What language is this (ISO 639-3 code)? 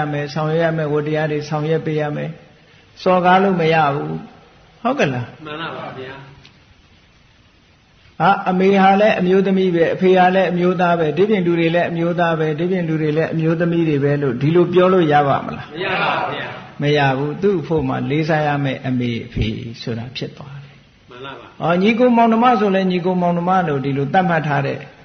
mya